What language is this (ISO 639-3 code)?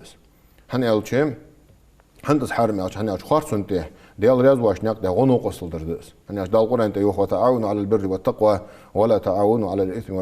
inh